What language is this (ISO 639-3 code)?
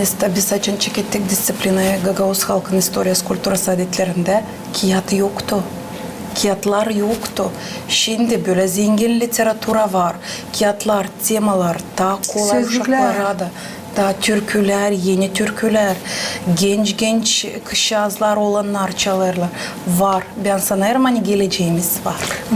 gag